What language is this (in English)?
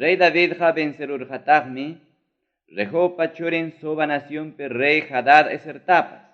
Ayacucho Quechua